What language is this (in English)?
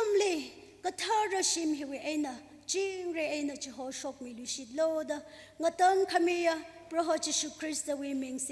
Tangkhul Naga (India)